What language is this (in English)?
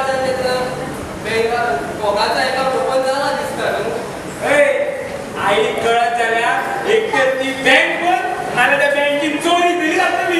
Konkani